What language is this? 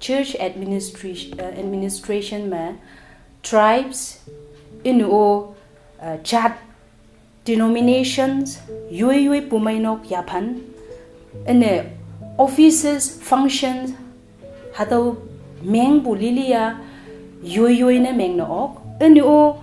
Konyak Naga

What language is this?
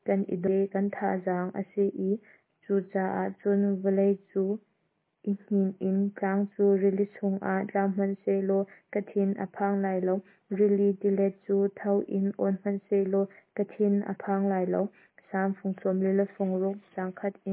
Hakha Chin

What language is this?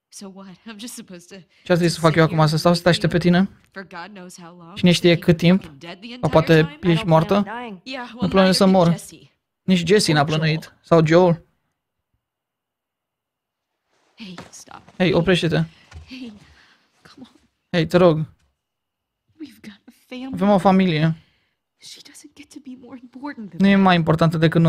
Romanian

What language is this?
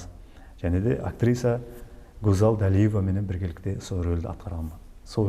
Kara-Kalpak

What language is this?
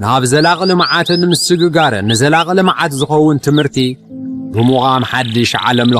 Tigrinya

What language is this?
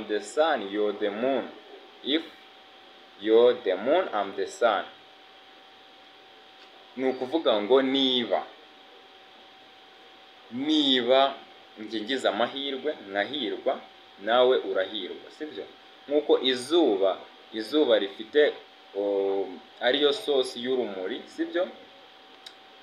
Kinyarwanda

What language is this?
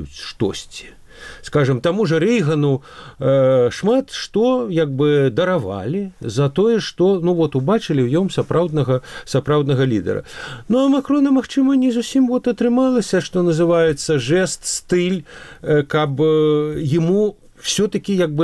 Belarusian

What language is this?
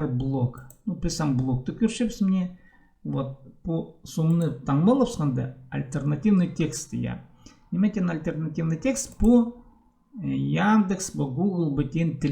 Khakas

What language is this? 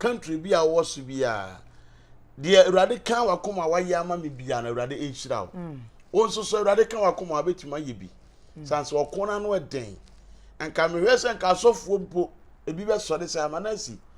Akan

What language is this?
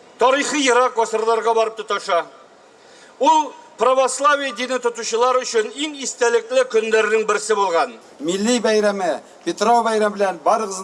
Tatar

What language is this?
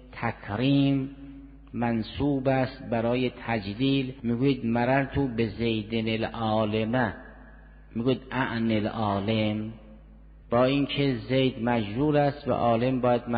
Persian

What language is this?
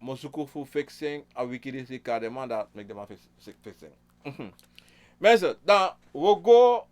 Sranan Tongo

